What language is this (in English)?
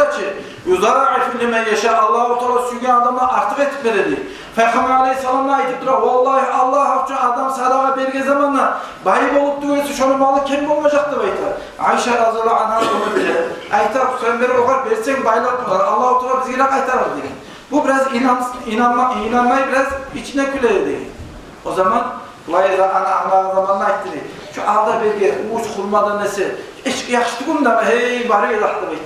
Kumyk